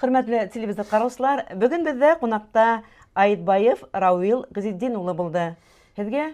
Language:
Bashkir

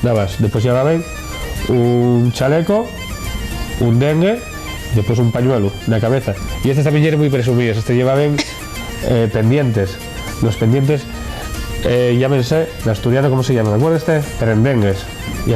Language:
Asturian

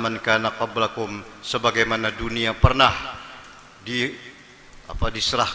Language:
Banjar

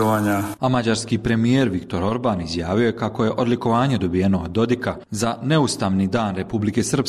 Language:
Bosnian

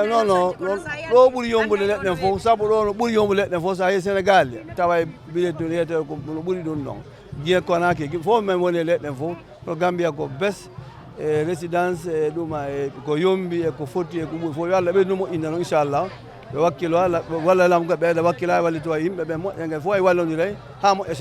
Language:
Fula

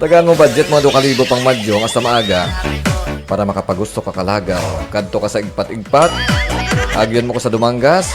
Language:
Hiligaynon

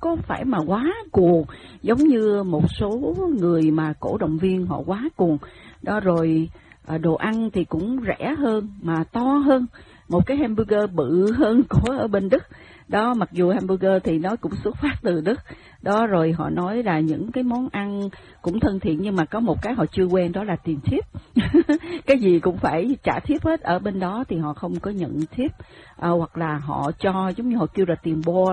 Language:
Vietnamese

